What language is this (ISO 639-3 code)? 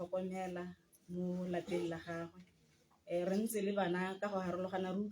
tsn